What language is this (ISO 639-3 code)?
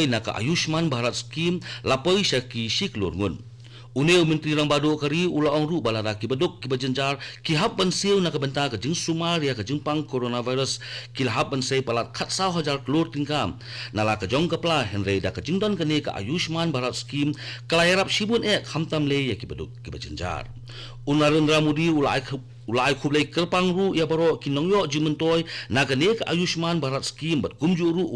kha